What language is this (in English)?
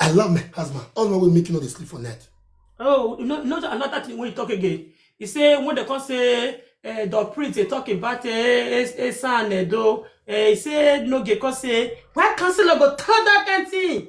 Nigerian Pidgin